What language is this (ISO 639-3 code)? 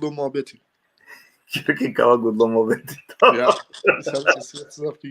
rmn